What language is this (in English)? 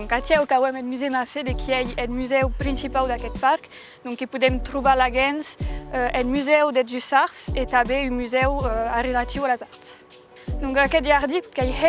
Occitan